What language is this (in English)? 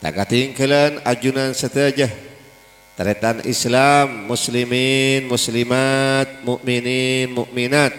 Madurese